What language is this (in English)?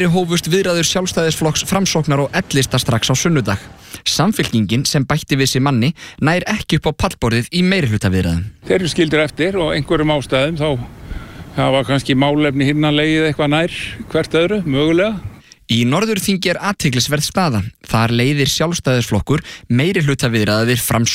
Icelandic